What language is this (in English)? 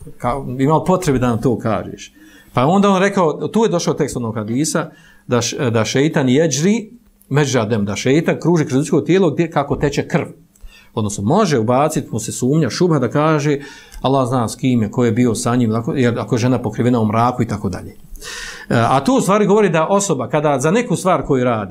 Bosnian